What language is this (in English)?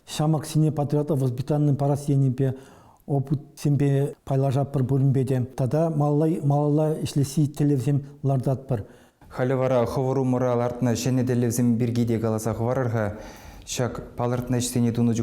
Chuvash